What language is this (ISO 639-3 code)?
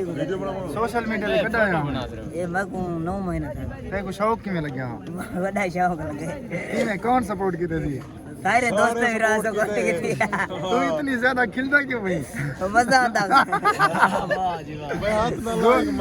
skr